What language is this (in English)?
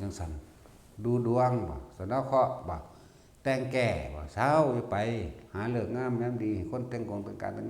Northeastern Thai